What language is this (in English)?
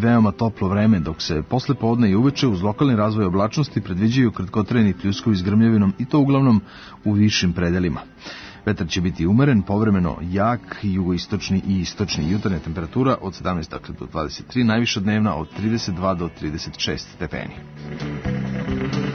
Serbian